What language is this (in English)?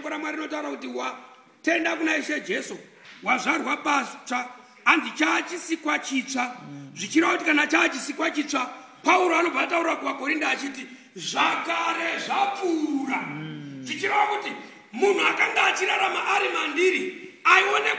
Shona